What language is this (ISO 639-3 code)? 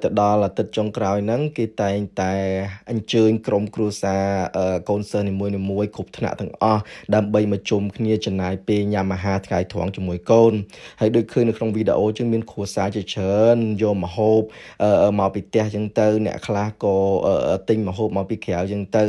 khm